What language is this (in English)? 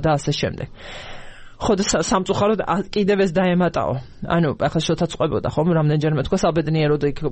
Georgian